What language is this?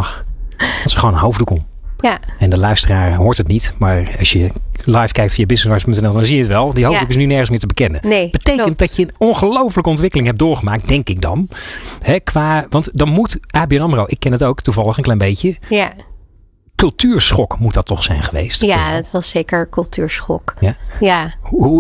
Dutch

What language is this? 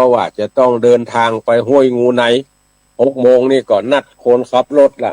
Northern Thai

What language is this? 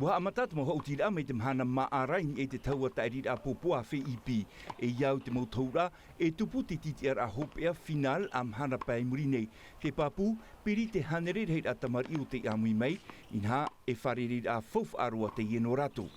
Tahitian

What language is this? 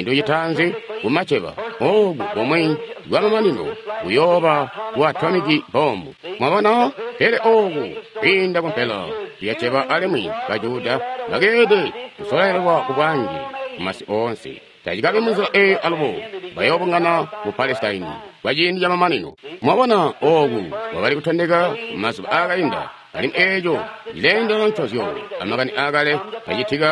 Tonga (Zambia)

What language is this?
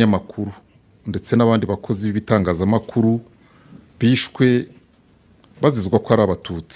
Kinyarwanda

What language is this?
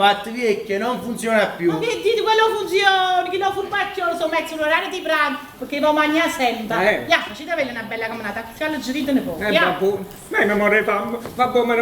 Neapolitan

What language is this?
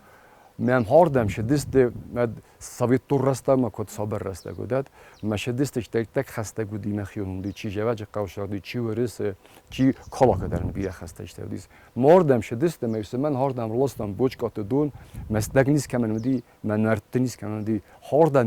Ossetic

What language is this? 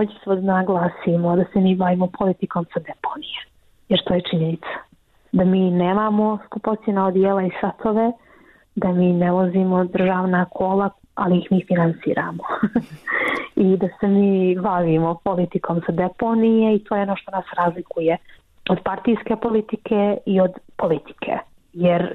Bosnian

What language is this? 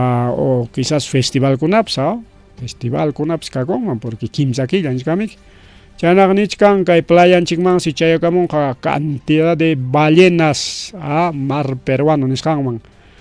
Ayacucho Quechua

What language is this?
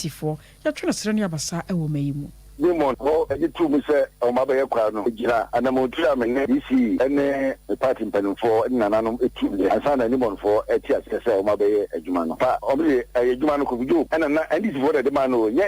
Akan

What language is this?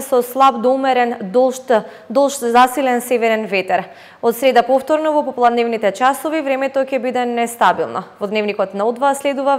Macedonian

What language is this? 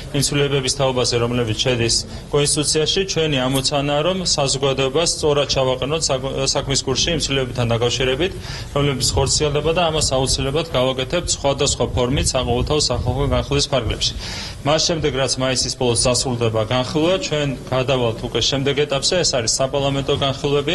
Georgian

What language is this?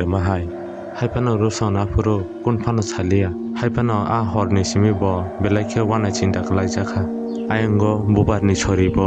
Kok Borok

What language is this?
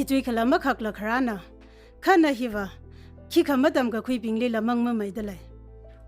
Tangkhul Naga (India)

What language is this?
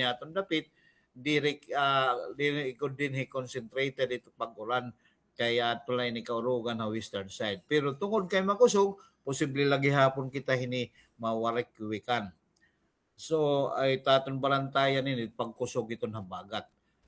Waray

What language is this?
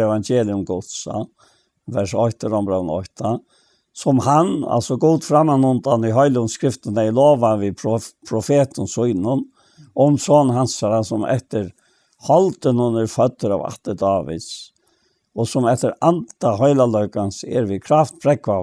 Faroese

